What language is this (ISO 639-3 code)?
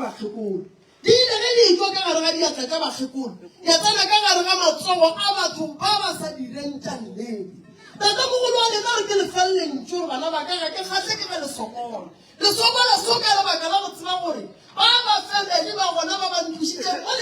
nso